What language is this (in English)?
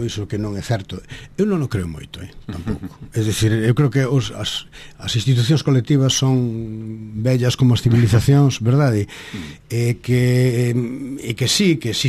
Galician